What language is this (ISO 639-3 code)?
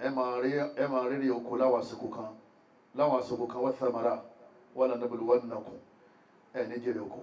yor